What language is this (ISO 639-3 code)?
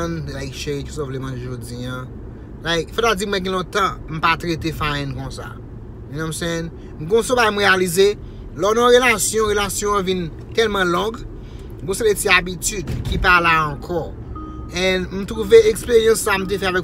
hat